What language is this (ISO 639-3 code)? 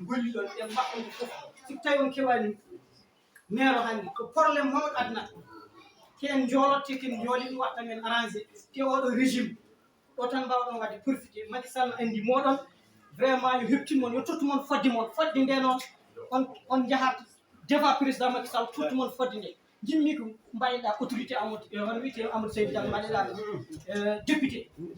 ful